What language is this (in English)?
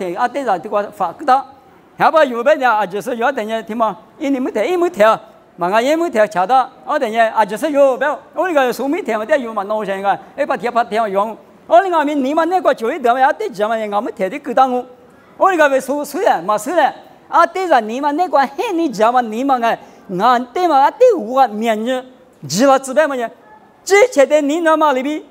Lisu